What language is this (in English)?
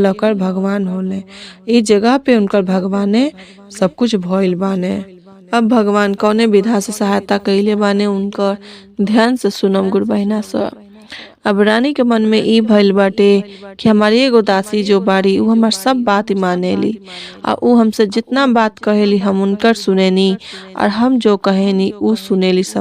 Bhojpuri